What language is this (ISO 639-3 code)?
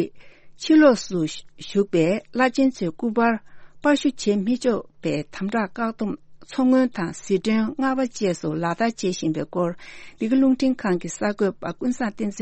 bod